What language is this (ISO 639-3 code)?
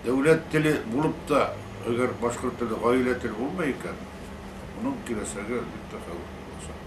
bak